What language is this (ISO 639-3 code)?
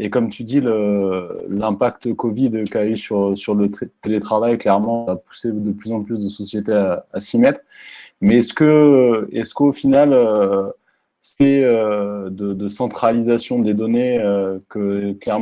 fra